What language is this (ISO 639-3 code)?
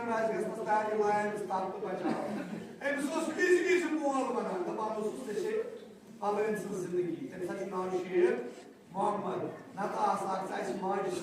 kas